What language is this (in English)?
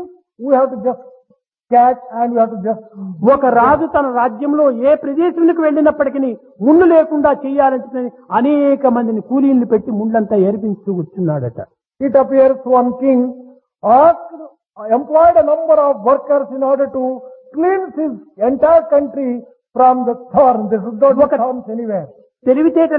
Telugu